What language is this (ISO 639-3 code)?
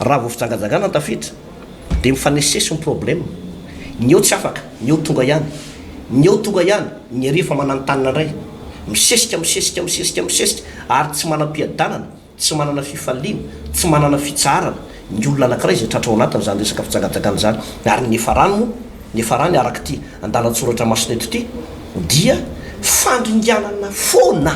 mlg